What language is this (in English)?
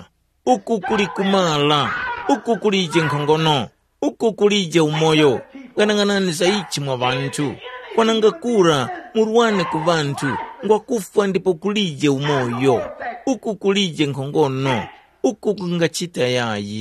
Tumbuka